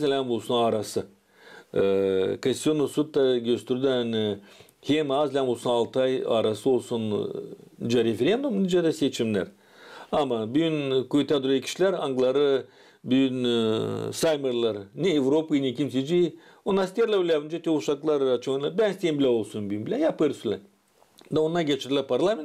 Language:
Gagauz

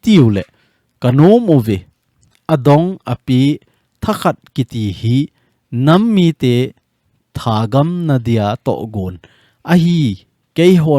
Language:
Thado Chin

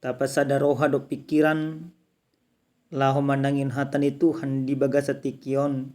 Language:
Batak Toba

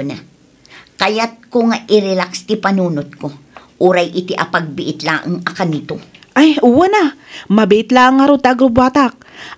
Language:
Iloko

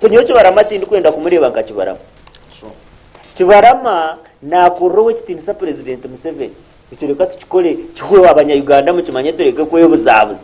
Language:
Nyankole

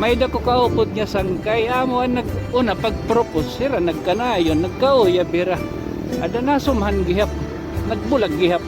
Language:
Waray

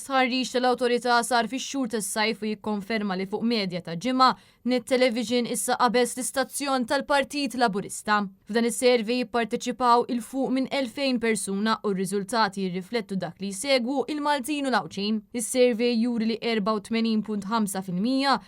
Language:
Maltese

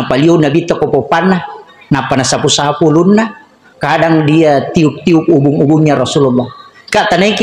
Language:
Buginese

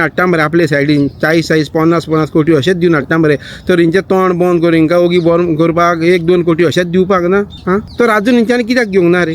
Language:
Konkani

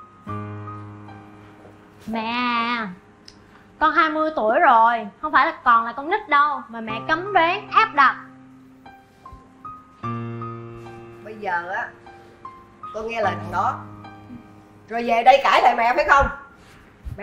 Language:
Vietnamese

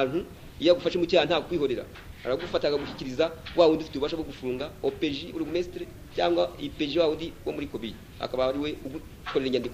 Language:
Kinyarwanda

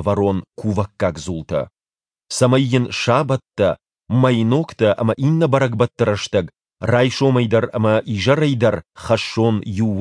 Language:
Ossetic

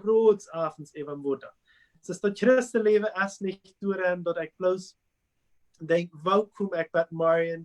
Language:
Plautdietsch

